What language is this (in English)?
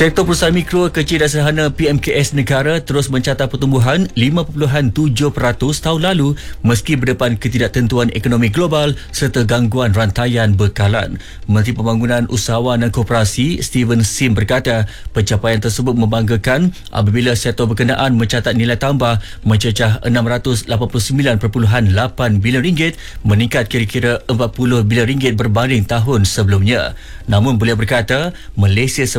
Malay